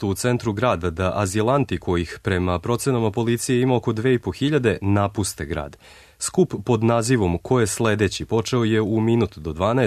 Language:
Serbian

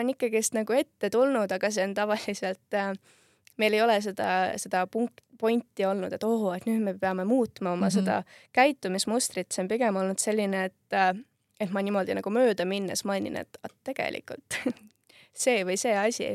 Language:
Estonian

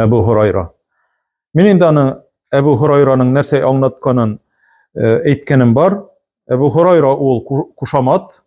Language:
Tatar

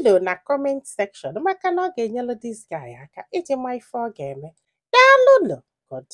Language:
Igbo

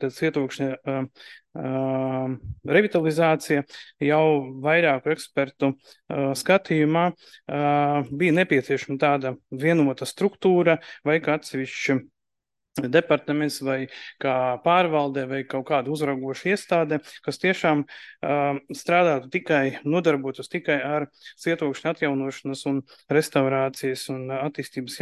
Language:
Latvian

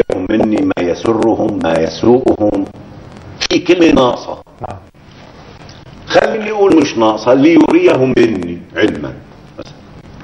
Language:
Arabic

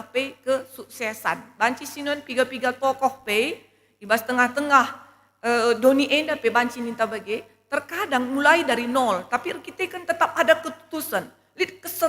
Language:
Batak Karo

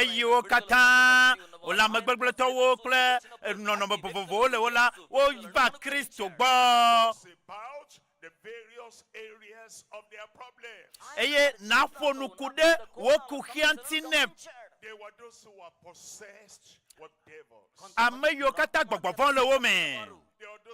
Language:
Ewe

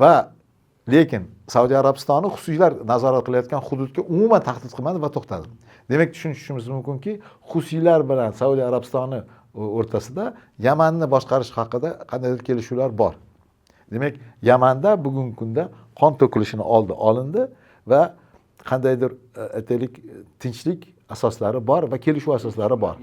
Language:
Uzbek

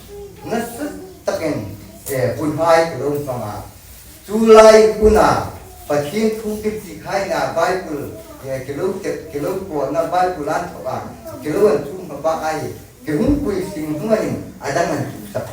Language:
Hmar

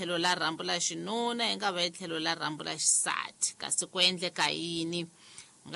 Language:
Tsonga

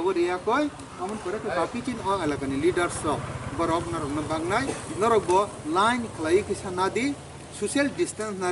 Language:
Kok Borok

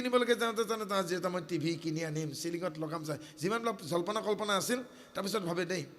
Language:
Assamese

